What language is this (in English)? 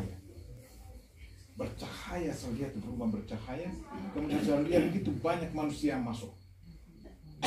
Indonesian